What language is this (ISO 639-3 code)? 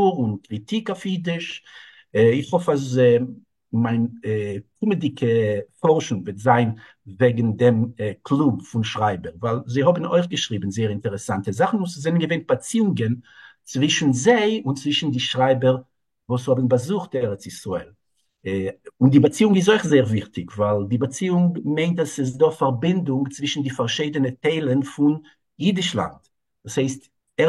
yid